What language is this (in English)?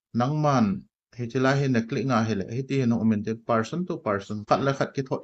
Thado Chin